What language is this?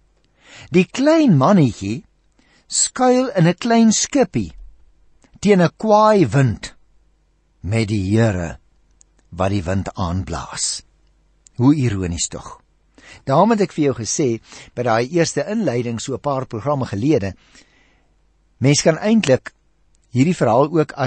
Afrikaans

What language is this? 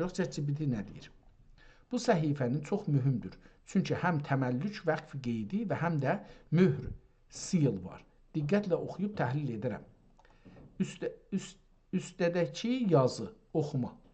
South Azerbaijani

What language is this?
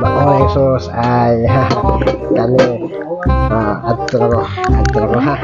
Cebuano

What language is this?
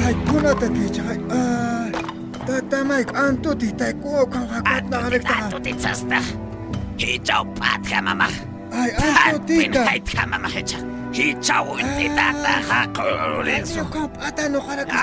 Aymara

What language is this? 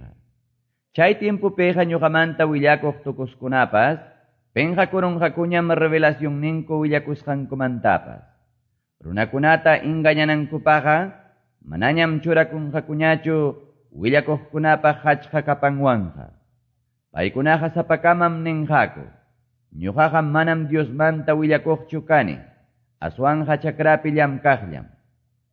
Quechua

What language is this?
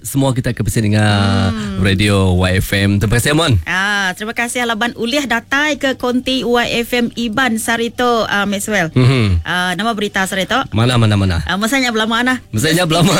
Iban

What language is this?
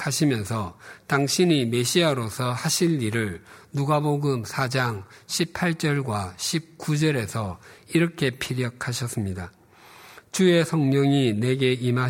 Korean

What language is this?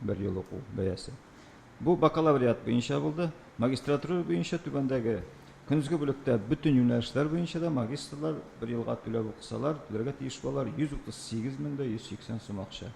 Tatar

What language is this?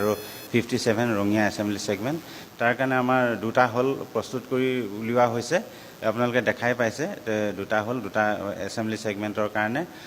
Assamese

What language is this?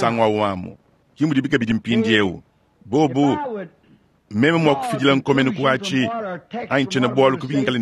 Luba-Lulua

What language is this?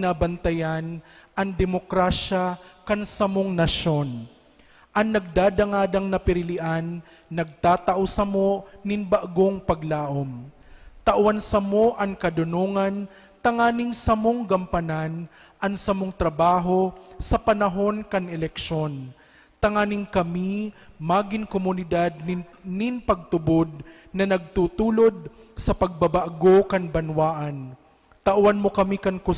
Bikol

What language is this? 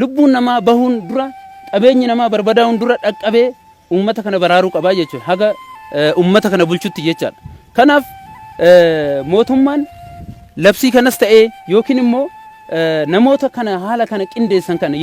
Oromo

